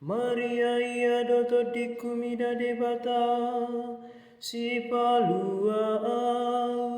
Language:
Batak Toba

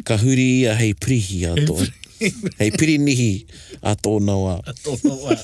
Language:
Māori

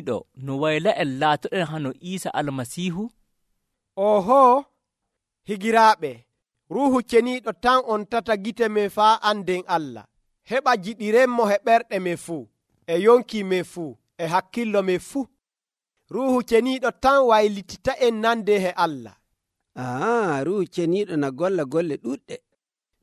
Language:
Nigerian Fulfulde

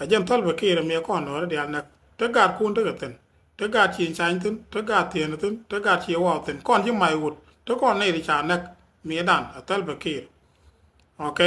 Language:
Nuer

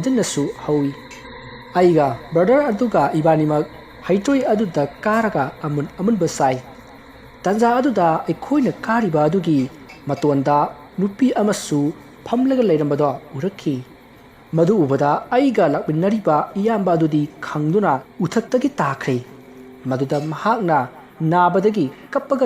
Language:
Manipuri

